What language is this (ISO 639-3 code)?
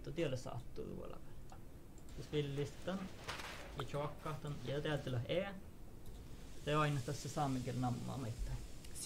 sme